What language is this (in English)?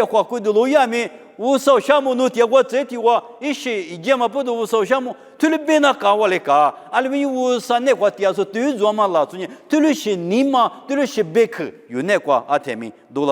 Lisu